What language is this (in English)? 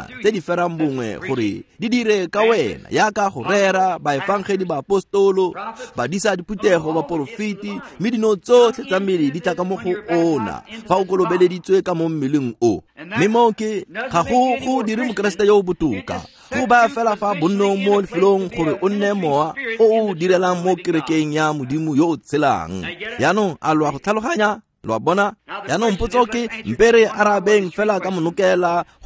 Tswana